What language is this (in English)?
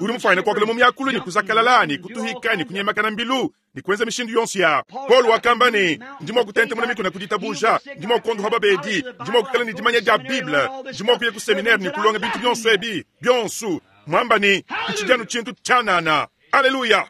Luba-Lulua